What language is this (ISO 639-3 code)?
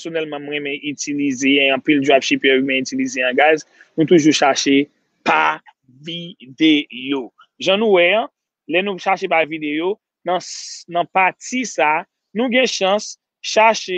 hat